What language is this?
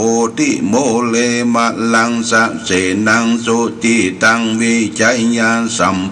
Pali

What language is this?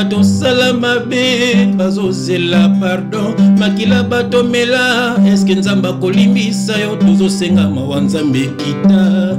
Lingala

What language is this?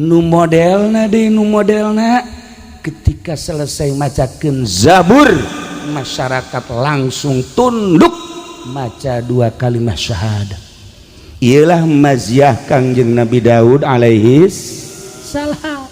Sundanese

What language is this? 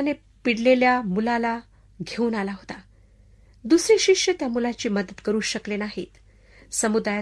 Marathi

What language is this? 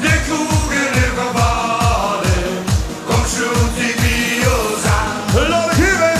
Limburgish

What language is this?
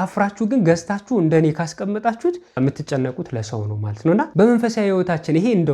Amharic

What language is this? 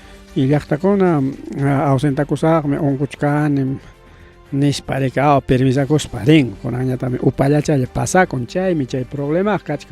Ayacucho Quechua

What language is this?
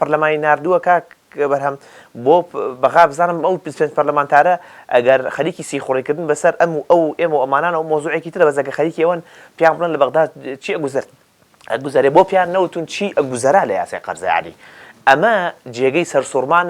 Central Kurdish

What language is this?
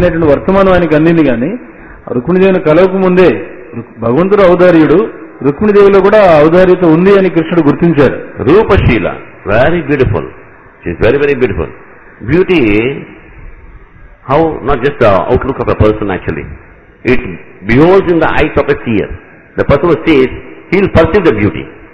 Telugu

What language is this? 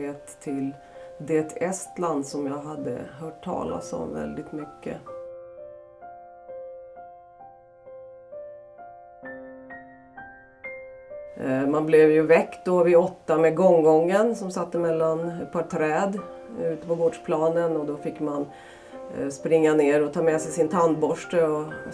Swedish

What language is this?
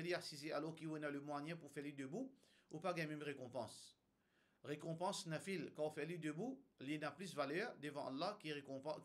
Morisyen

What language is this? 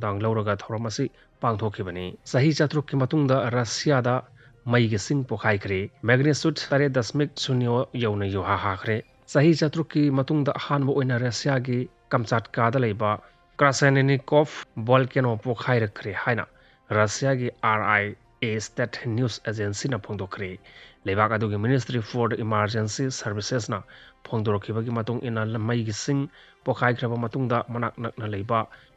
Manipuri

